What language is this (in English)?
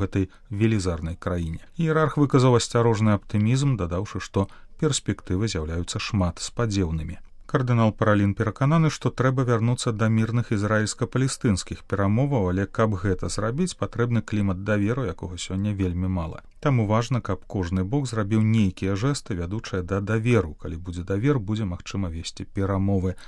Belarusian